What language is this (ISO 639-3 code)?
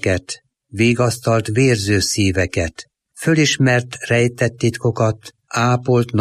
hun